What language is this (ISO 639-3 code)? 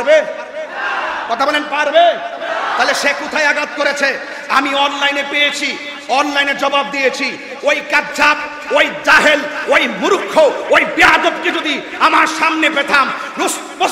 ben